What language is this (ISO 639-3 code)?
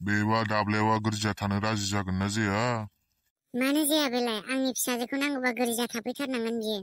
brx